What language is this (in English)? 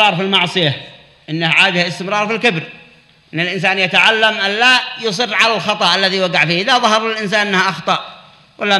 Arabic